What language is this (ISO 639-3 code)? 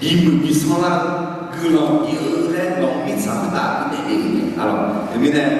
ahk